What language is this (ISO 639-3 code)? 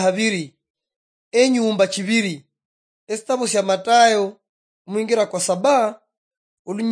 luy